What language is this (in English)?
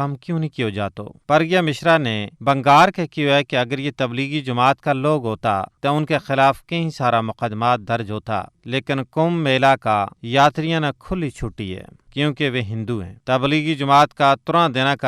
Gujari